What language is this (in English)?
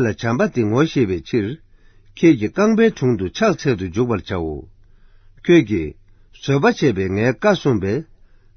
Tibetan